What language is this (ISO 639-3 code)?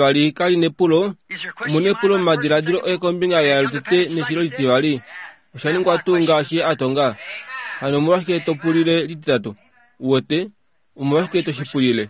kua